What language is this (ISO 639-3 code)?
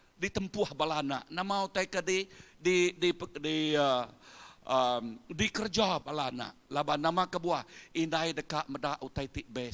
iba